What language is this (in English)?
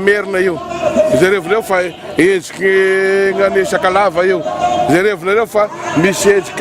Malagasy